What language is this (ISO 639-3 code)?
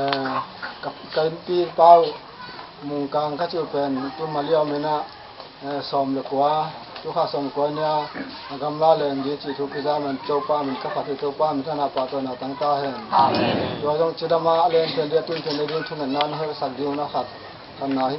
ctd